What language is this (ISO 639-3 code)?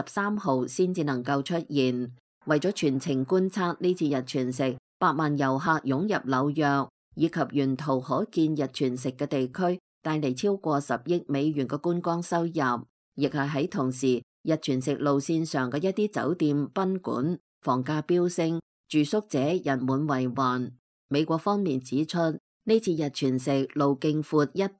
yue